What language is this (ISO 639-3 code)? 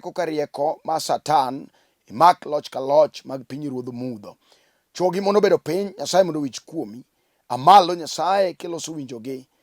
luo